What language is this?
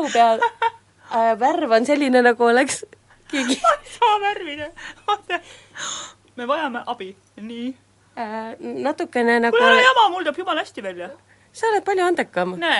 Estonian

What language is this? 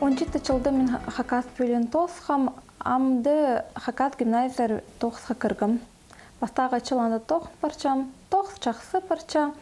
Khakas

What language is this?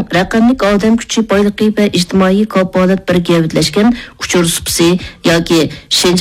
Uyghur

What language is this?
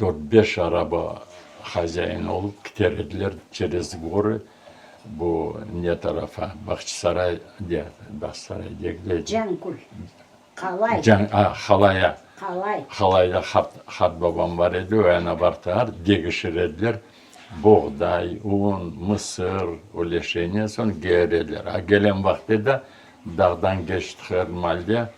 Crimean Tatar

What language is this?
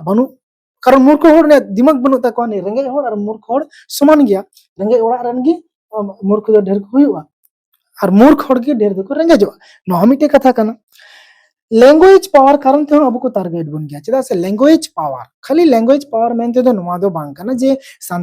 Santali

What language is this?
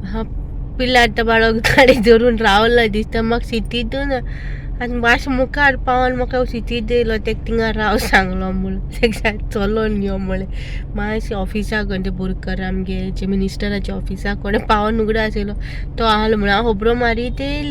Konkani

